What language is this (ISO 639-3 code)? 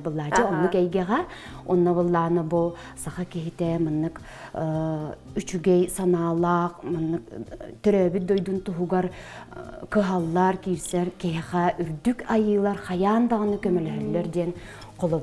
sah